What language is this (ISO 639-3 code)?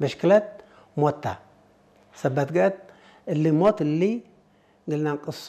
tig